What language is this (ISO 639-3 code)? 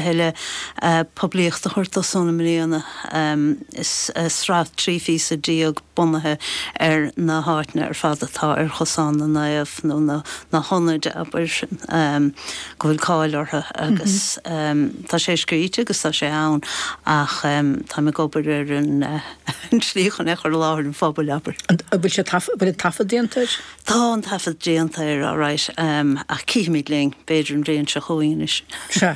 gle